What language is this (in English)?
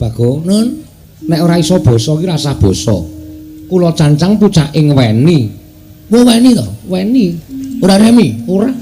Javanese